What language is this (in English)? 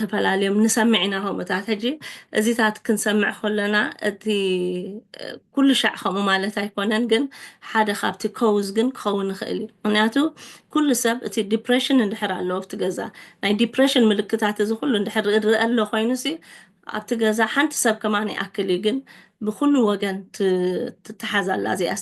Tigrinya